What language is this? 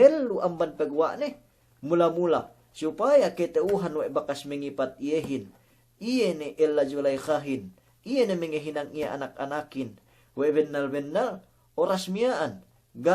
Yakan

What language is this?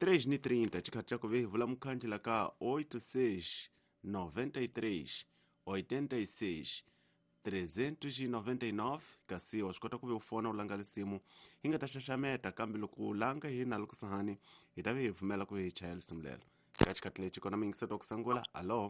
Tsonga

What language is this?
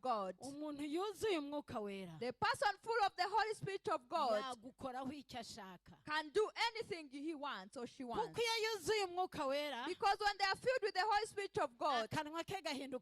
Kinyarwanda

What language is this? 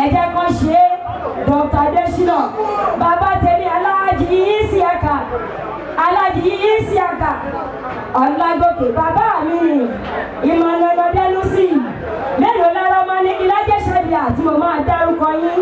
Yoruba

